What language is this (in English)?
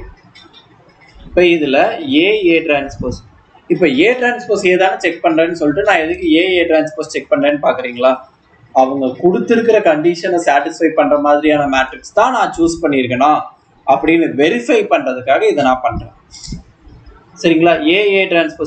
Tamil